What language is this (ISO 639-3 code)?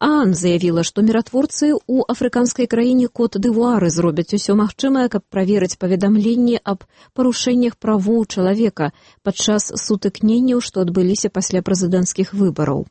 bel